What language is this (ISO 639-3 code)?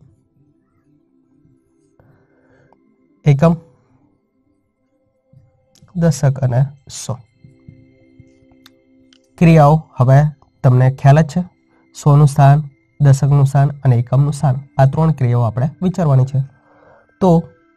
guj